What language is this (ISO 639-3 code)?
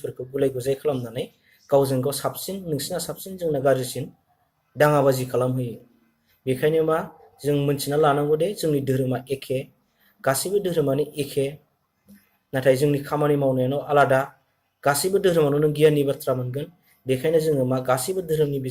brx